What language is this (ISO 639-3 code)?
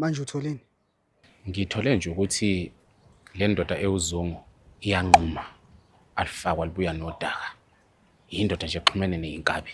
zul